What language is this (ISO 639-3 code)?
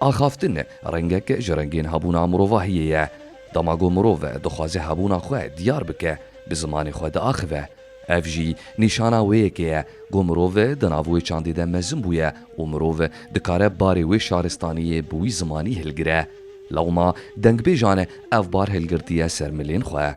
kur